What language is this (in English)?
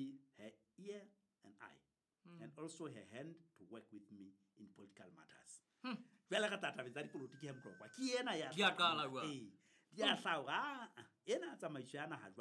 Southern Sotho